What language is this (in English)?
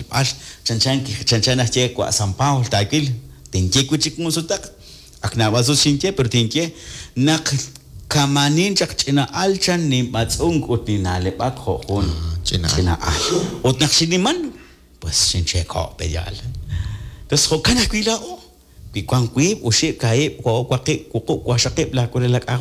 Kekchí